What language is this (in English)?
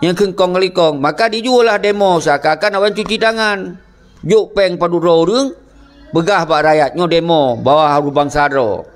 Achinese